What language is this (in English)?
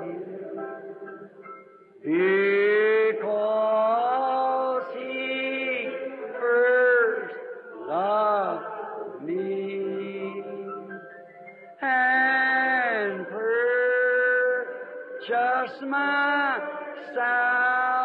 Afrikaans